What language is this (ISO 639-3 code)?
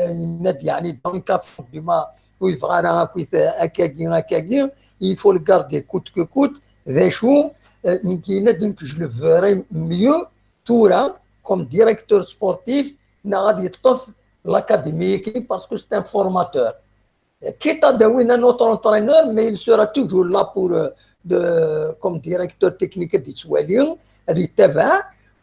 kab